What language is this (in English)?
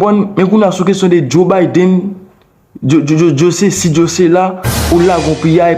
Haitian Creole